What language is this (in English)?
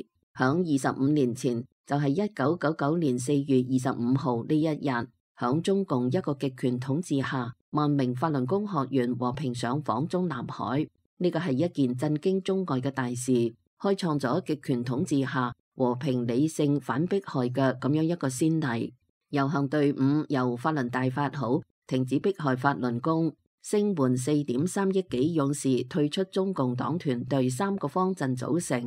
Cantonese